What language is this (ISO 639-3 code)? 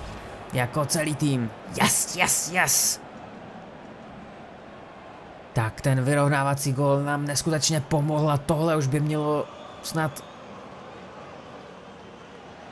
ces